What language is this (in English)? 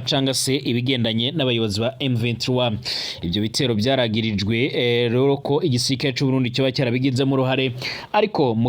Rundi